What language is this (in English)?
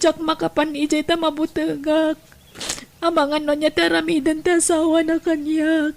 Iloko